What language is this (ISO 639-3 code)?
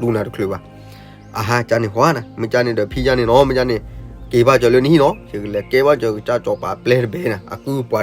ksw